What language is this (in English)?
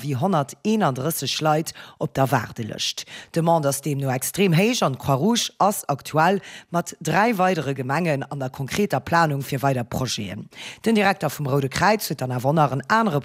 Luxembourgish